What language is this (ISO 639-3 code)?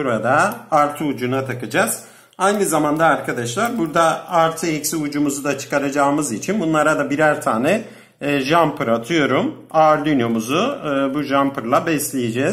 tur